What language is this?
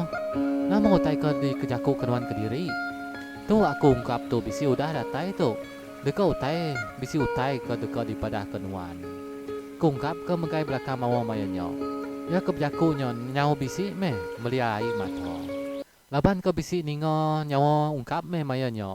Iban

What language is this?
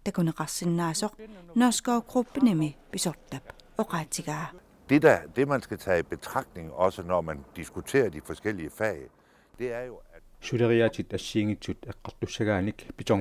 Kalaallisut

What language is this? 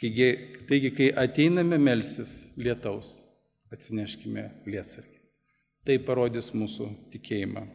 Lithuanian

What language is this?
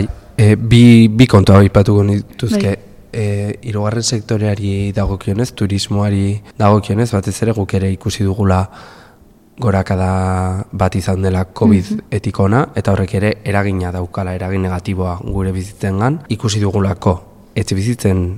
Basque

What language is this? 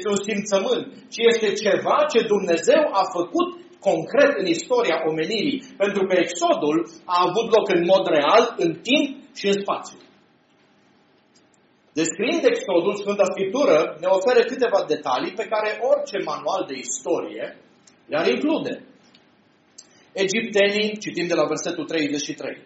Romanian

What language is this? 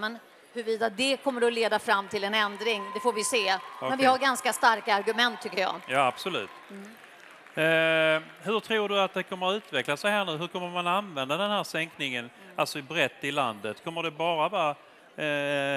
Swedish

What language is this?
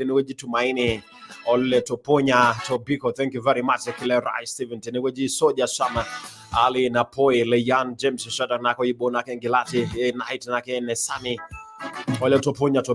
Masai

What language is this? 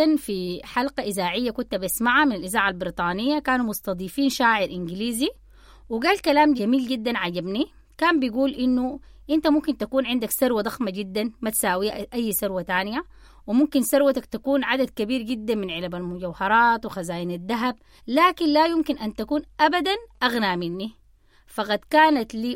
Sudanese Arabic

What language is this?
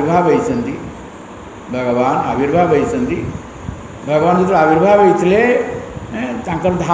Odia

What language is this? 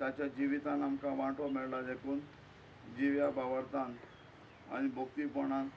Konkani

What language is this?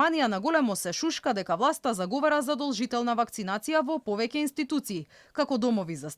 Macedonian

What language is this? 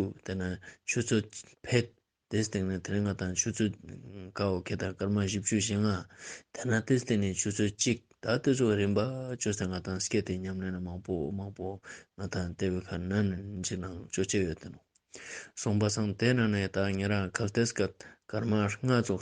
Ladakhi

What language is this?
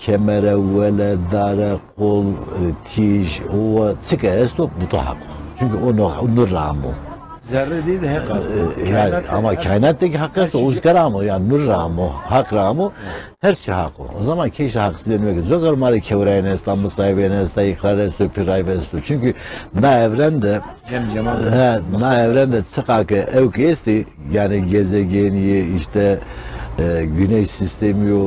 Zaza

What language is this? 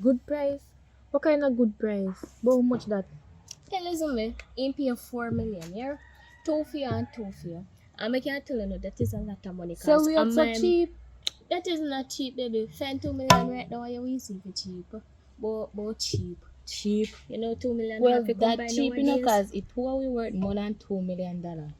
Jamaican Creole English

